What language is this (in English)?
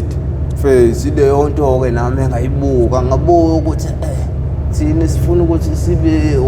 Zulu